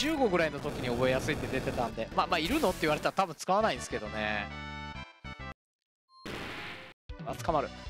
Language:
Japanese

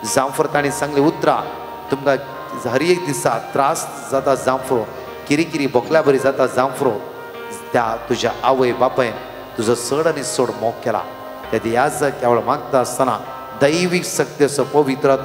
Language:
Konkani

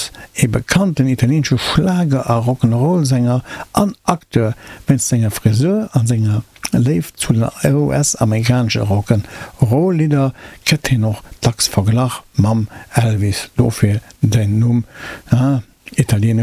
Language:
Luxembourgish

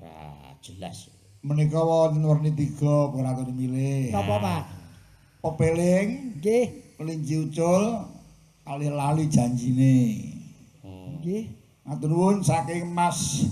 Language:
Javanese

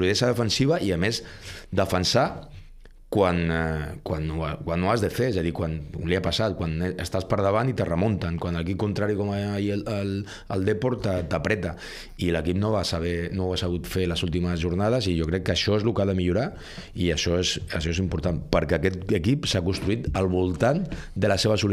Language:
Catalan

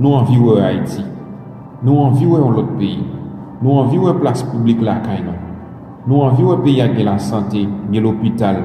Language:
Haitian Creole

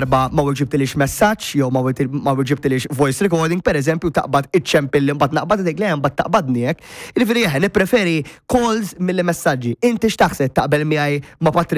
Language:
Maltese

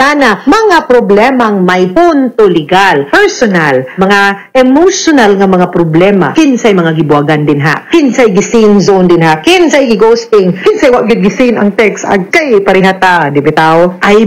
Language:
Cebuano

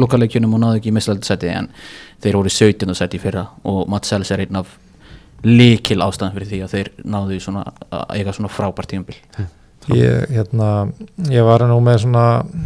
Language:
Icelandic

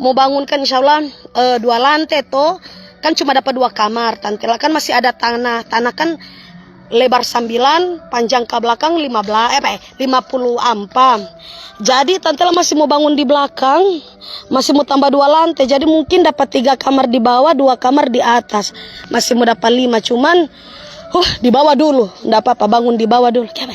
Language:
Manado Malay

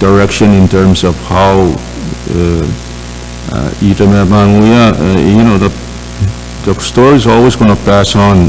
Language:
Pohnpeian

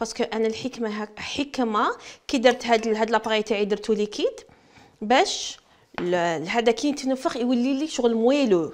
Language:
Algerian Arabic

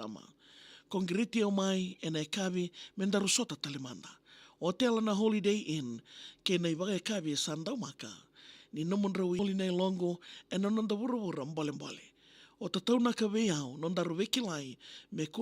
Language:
Fijian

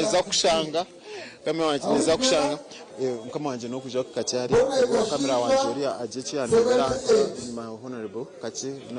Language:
Nyankole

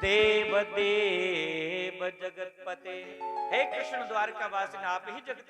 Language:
Dogri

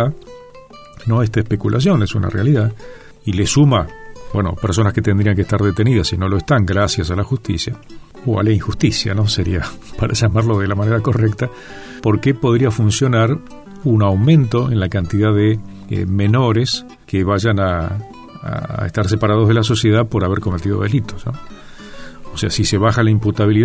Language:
Spanish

